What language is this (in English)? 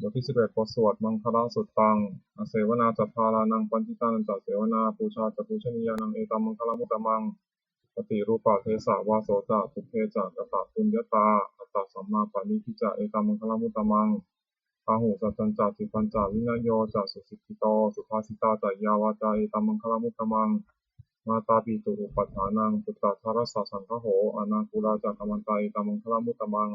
Pali